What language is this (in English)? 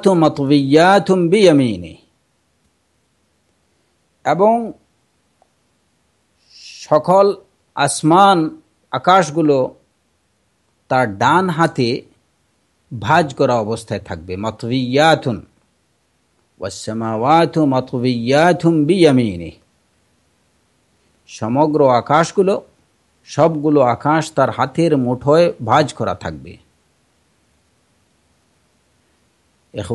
Bangla